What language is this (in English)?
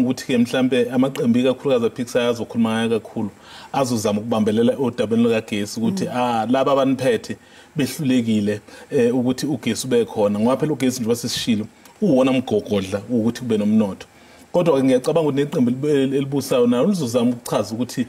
Zulu